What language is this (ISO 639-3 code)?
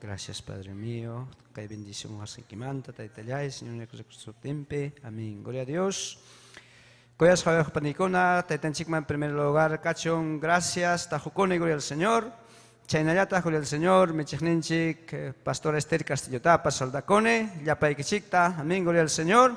quy